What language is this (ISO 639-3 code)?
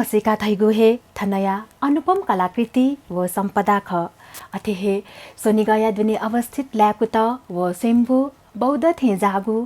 new